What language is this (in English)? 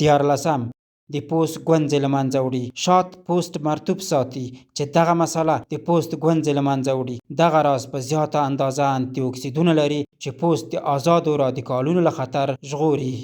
Pashto